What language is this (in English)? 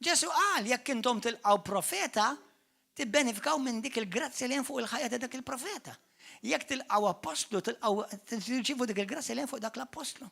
Maltese